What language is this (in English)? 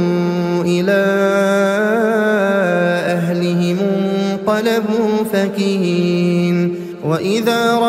Arabic